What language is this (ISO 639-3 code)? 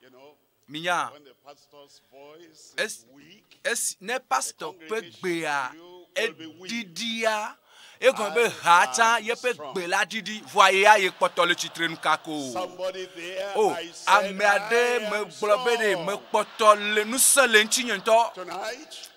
ewe